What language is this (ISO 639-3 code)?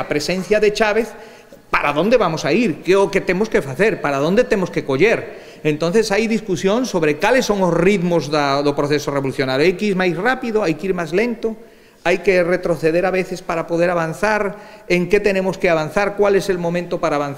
glg